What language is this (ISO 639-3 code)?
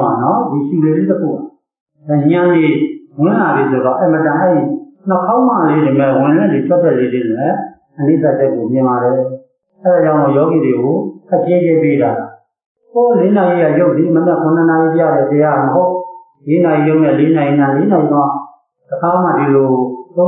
mya